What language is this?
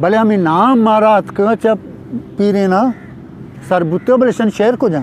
Eastern Balochi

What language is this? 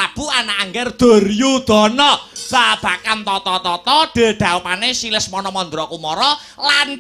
Javanese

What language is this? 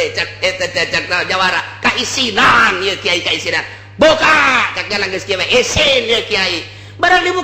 Sundanese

